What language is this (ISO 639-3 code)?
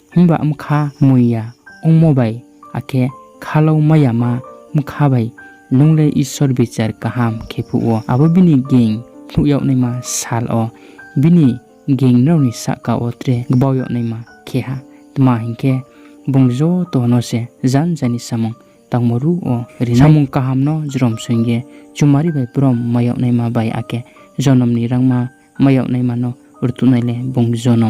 ria